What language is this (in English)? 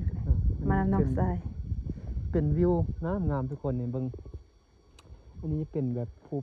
Lao